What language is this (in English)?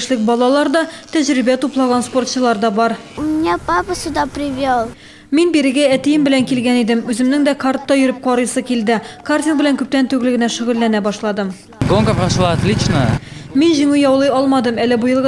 Tatar